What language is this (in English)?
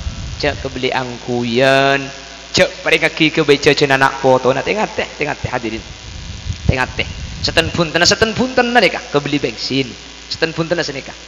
Madurese